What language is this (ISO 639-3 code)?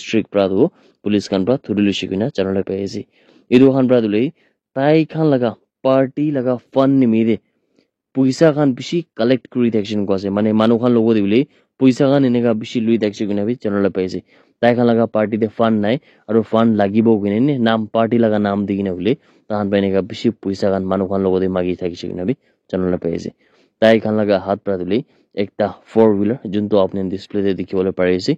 nag